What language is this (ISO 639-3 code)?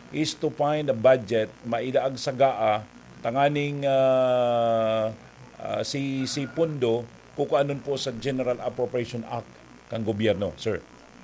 bik